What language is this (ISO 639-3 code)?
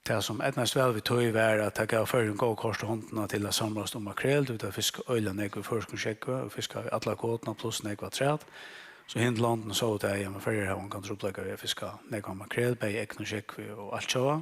fao